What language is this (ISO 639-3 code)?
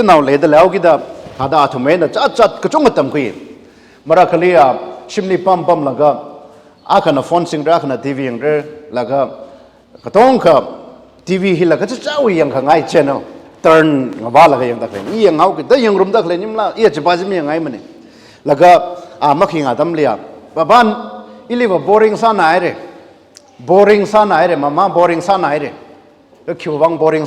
nmf